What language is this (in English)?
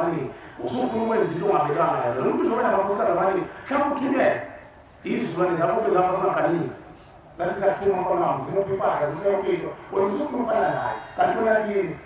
Zulu